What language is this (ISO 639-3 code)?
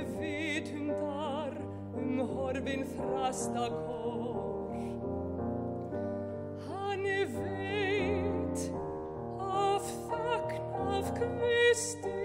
isl